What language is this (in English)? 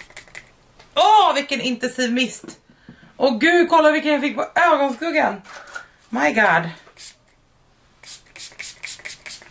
Swedish